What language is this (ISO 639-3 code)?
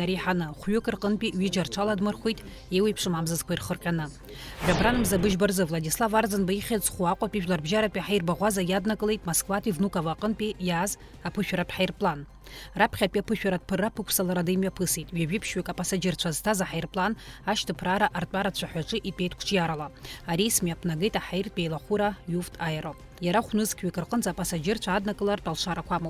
abk